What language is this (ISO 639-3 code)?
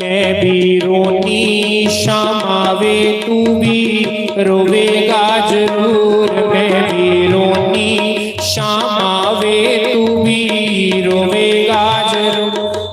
doi